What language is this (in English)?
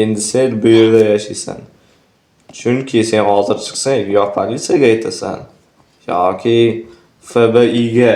Uzbek